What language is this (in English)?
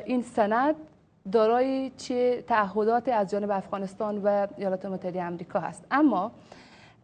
Persian